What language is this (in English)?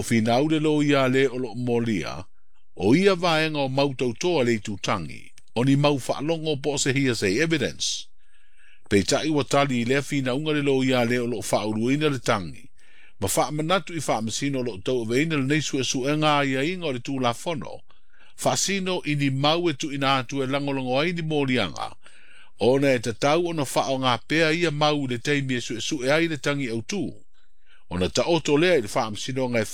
Samoan